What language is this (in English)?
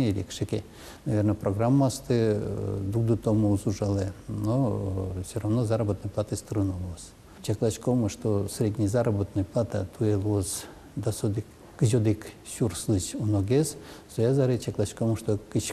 Udmurt